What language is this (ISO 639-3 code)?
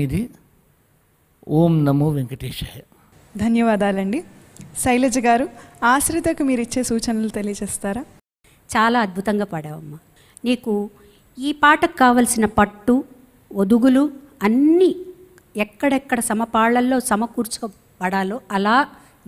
tel